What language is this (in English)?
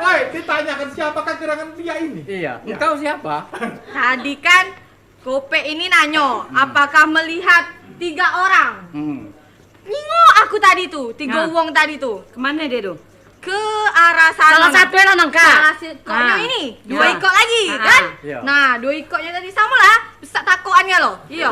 Musi